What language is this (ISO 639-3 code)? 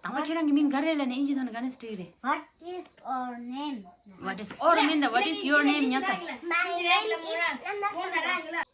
bod